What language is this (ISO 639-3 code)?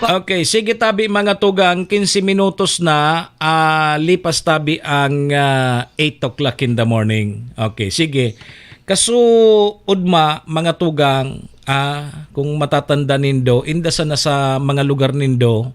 bik